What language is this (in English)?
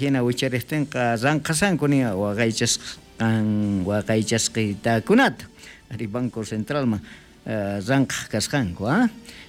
South Bolivian Quechua